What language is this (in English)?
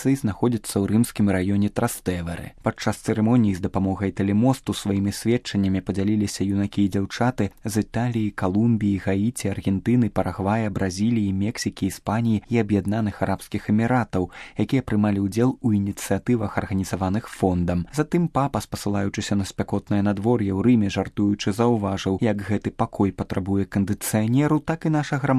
Belarusian